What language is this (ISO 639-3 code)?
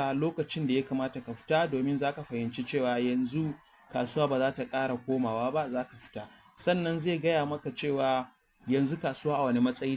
hau